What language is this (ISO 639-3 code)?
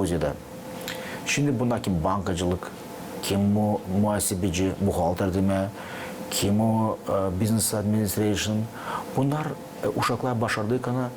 gag